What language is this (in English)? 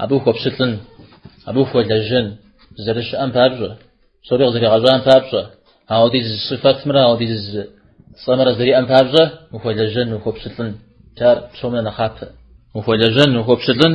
Kabardian